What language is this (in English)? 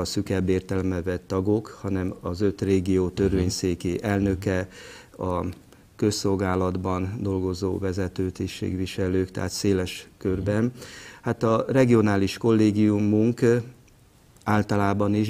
Hungarian